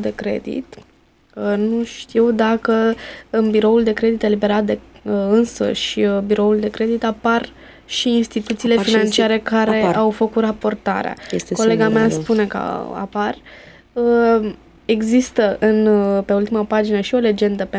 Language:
Romanian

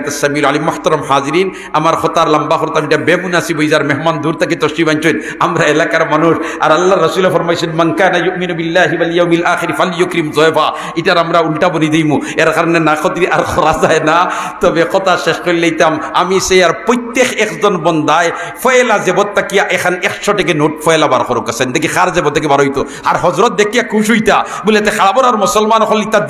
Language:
Sylheti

